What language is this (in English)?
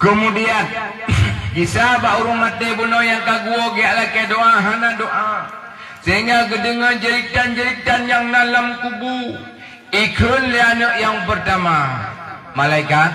Achinese